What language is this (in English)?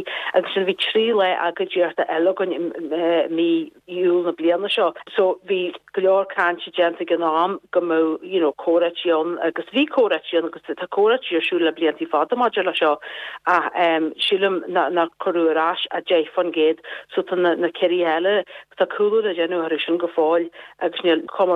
Irish